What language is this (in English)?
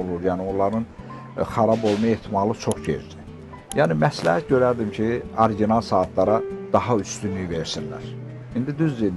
Azerbaijani